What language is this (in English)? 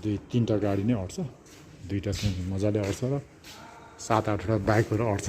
Nepali